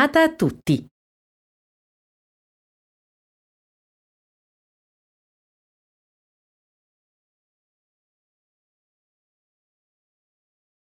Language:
Italian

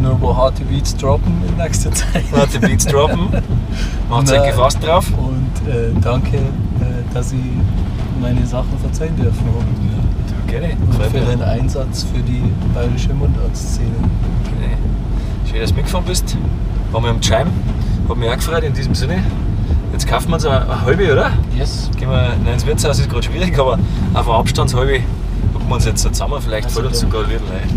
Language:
Bavarian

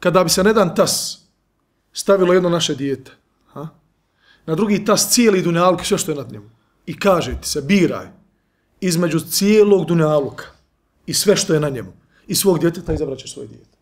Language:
Bosnian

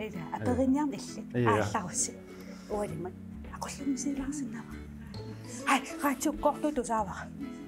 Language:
Kalaallisut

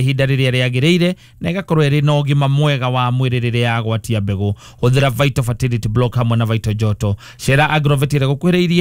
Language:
Kikuyu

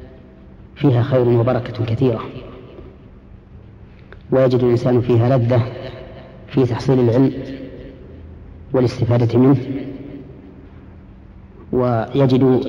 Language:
Arabic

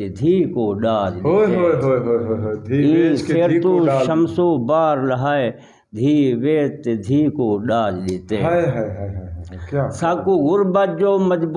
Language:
Saraiki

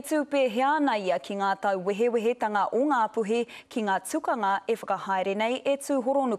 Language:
Māori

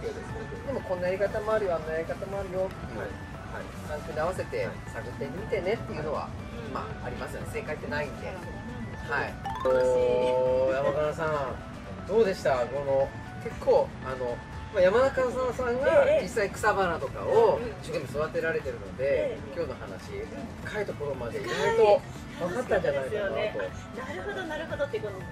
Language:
Japanese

